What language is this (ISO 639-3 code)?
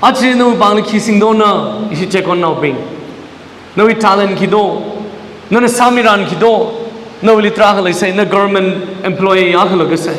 nmf